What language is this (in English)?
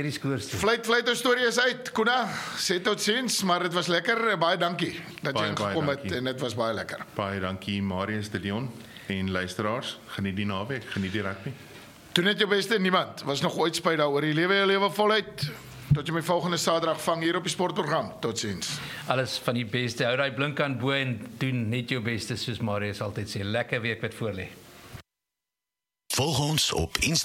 Afrikaans